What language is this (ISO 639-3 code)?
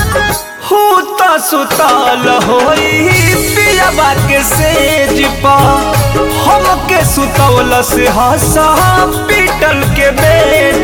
bho